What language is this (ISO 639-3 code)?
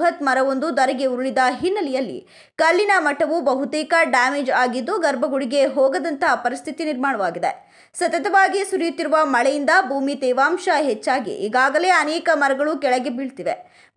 kan